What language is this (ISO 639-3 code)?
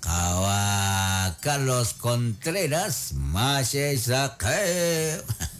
kek